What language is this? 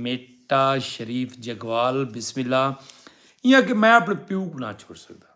Saraiki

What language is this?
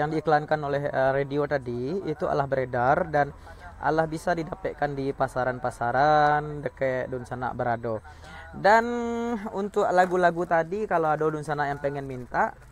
Minangkabau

